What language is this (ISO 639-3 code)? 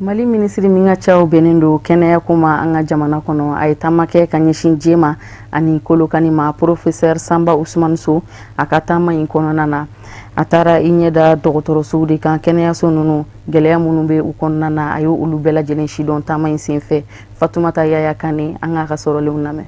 bam